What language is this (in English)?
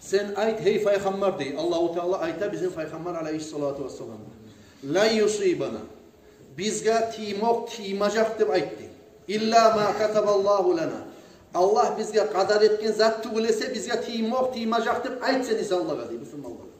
Kumyk